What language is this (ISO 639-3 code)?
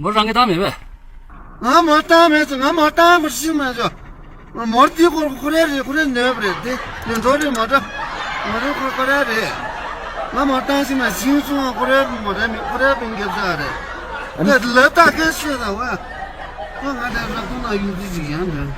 bod